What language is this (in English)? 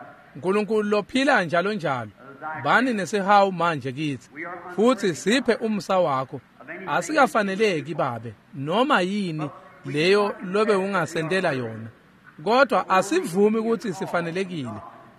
Swati